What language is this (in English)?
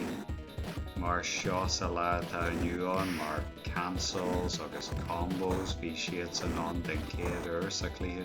Irish